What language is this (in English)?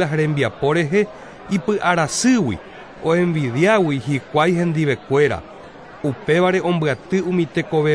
Guarani